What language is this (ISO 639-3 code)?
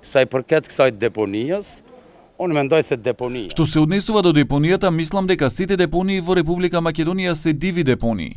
mkd